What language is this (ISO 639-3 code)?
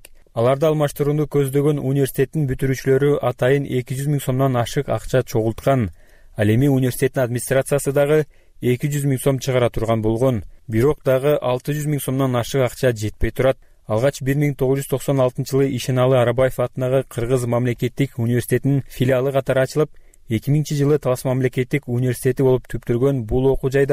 kir